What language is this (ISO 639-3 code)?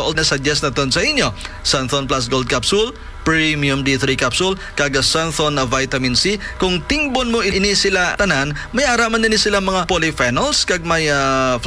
hil